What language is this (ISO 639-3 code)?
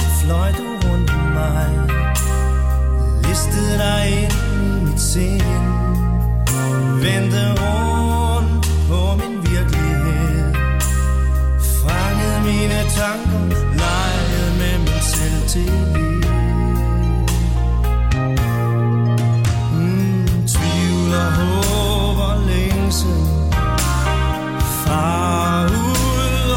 dan